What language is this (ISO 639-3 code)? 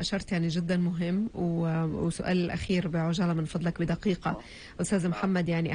apc